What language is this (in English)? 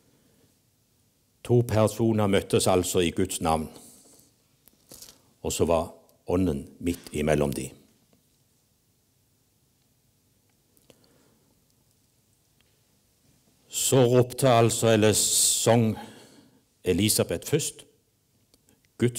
Norwegian